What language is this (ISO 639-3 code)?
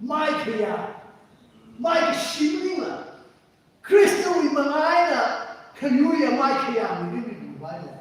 nmf